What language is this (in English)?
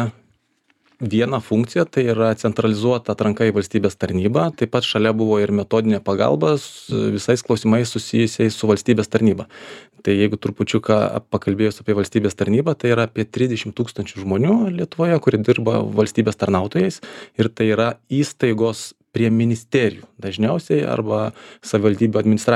Lithuanian